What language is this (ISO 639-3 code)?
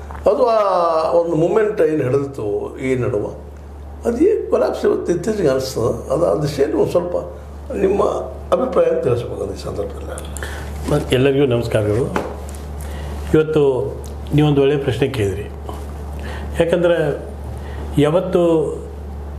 kan